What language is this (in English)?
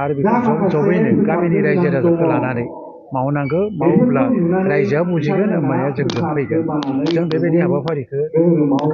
Bodo